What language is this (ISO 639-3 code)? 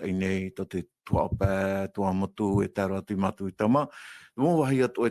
tah